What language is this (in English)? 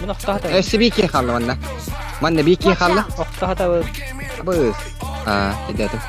Yakut